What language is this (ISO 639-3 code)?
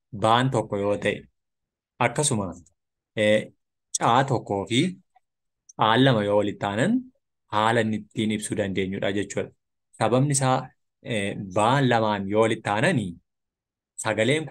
orm